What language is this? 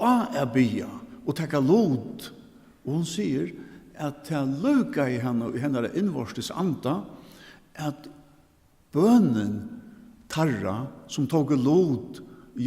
Faroese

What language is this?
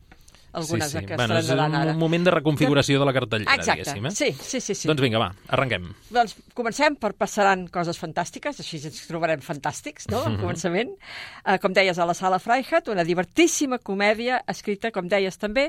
Catalan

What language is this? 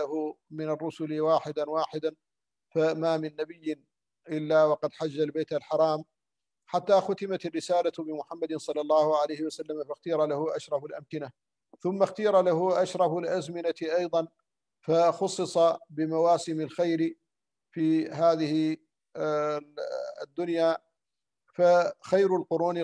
Arabic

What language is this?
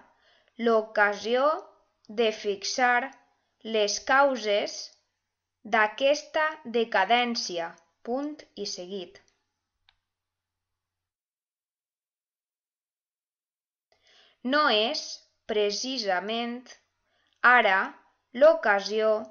Catalan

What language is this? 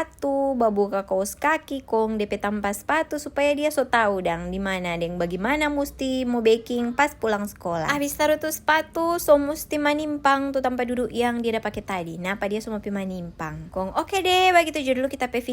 Manado Malay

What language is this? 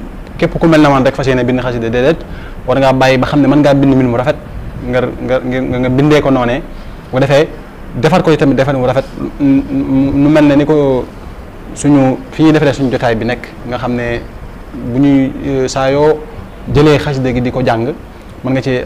Wolof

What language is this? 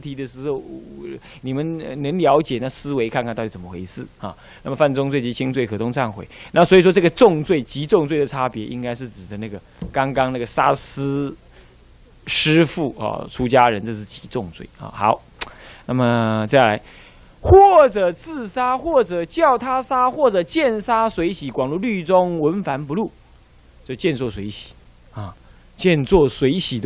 Chinese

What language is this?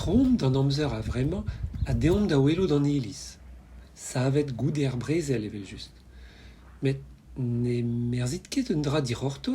Breton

